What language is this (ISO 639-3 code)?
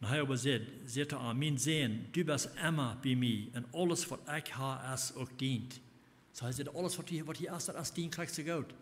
pdt